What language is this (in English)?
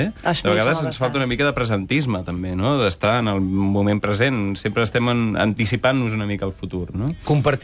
Catalan